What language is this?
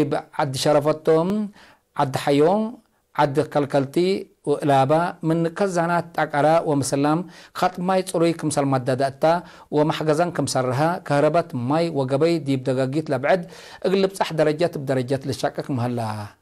Tigre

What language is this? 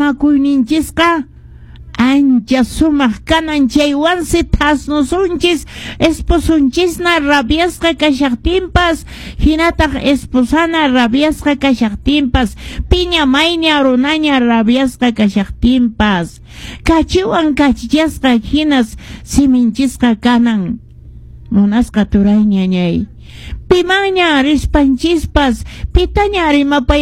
Quechua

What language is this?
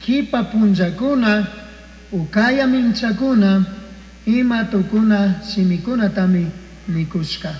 Chimborazo Highland Quichua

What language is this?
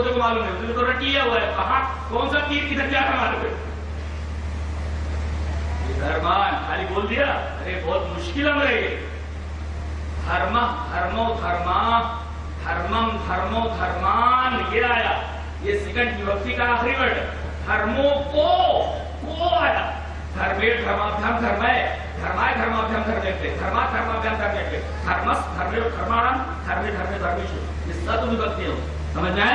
Urdu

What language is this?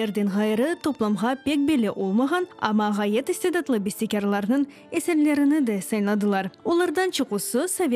Crimean Tatar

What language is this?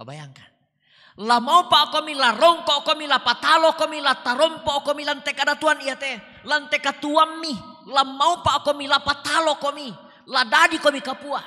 Toraja-Sa'dan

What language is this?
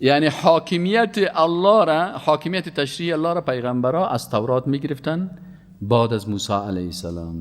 Persian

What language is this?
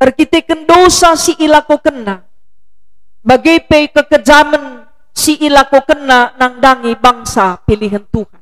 Batak Karo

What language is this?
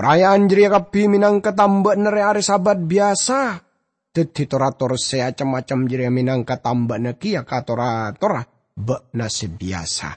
Madurese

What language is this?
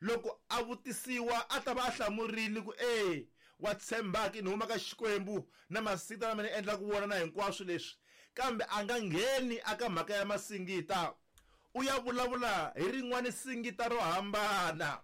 Tsonga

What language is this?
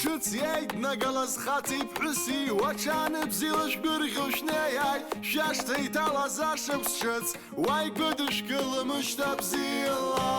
Abkhazian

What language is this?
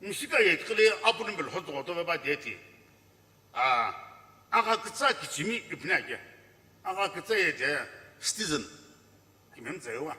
Sumi Naga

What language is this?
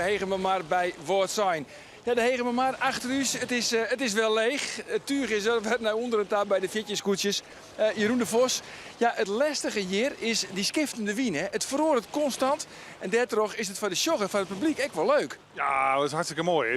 Western Frisian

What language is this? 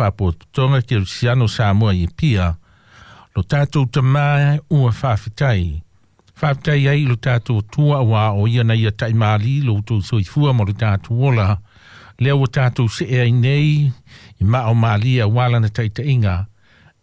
Samoan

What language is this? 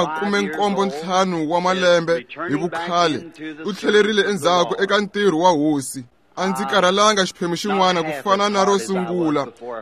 Tsonga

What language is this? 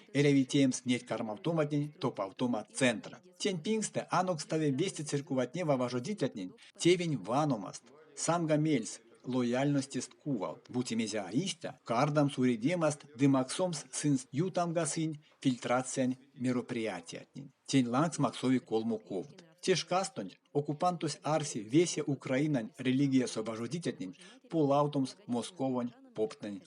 Erzya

